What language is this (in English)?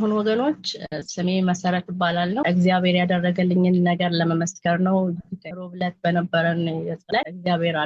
Amharic